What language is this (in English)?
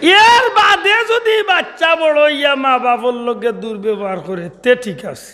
Sylheti